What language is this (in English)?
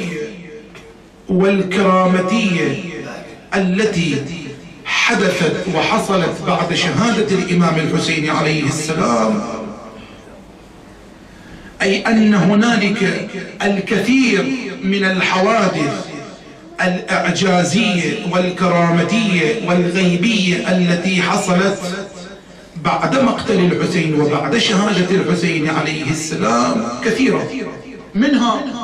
Arabic